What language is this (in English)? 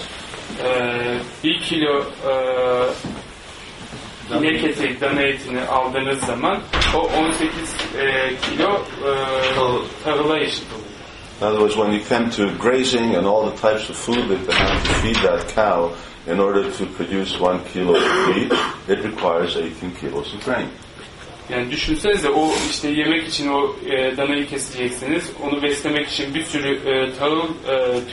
Turkish